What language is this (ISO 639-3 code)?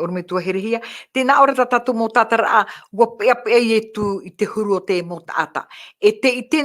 tah